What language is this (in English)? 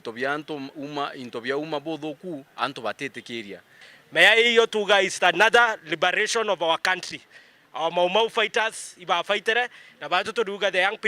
Meru